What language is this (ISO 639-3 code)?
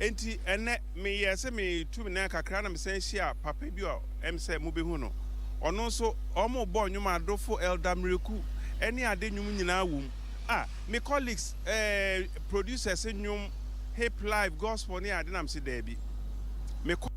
aka